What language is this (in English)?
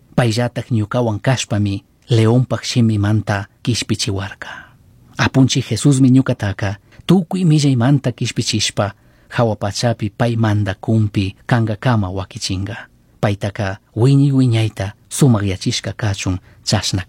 Chimborazo Highland Quichua